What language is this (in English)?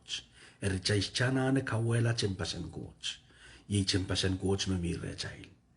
Pohnpeian